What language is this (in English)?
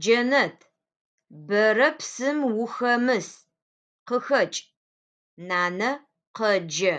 Adyghe